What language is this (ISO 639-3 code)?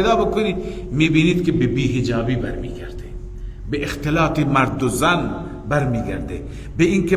fas